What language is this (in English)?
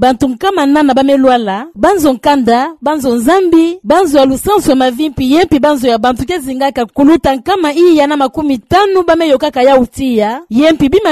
Kituba (Democratic Republic of Congo)